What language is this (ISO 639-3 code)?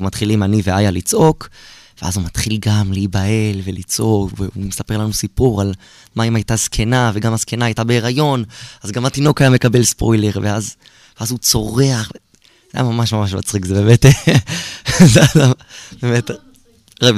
heb